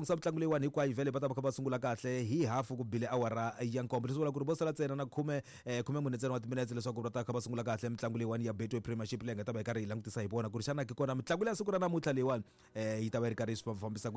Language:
Tsonga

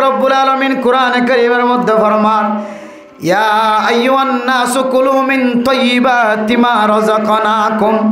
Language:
Rohingya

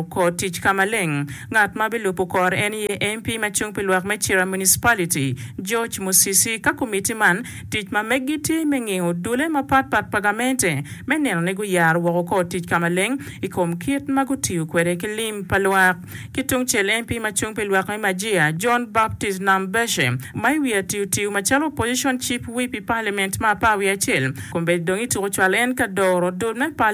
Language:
Acoli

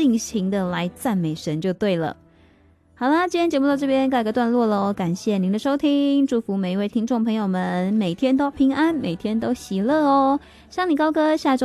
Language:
Chinese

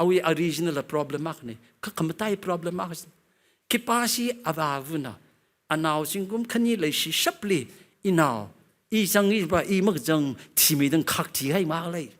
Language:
Tangkhul Naga (India)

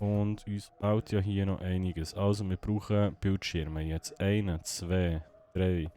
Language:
Swiss German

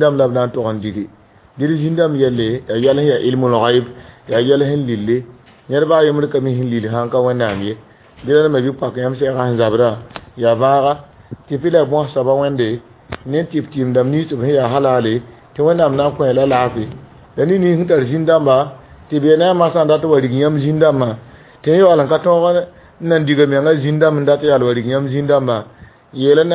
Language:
Mossi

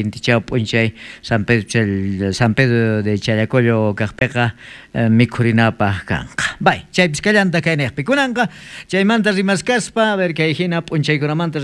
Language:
South Bolivian Quechua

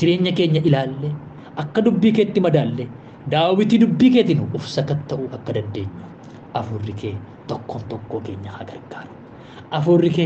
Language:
Oromo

